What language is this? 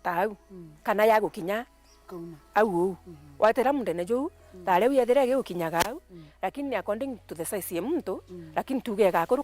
Meru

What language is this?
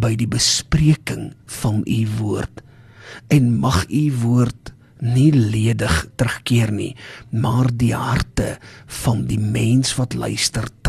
Afrikaans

